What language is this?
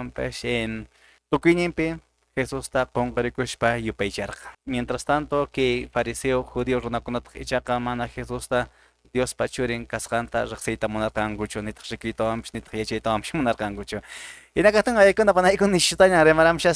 Quechua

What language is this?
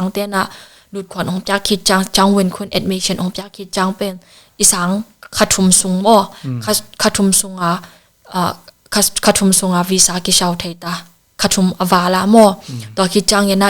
Tedim Chin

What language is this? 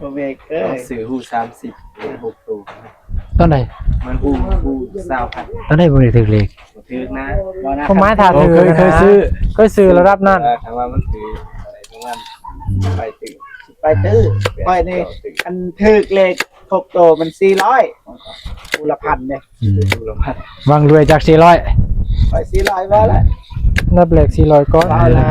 Northeastern Thai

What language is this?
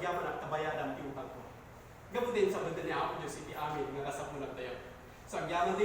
Iloko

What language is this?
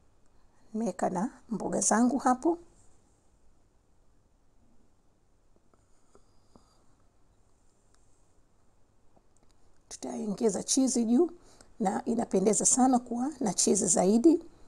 Swahili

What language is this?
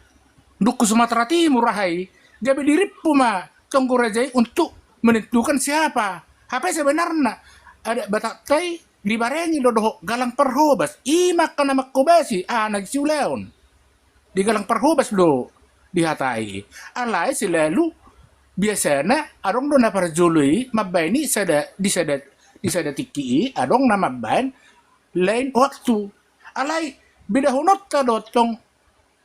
Batak Toba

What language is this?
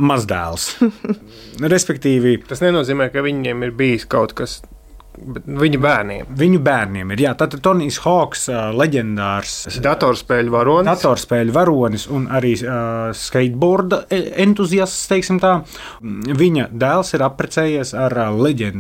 Latvian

